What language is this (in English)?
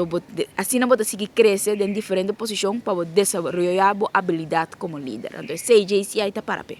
Papiamento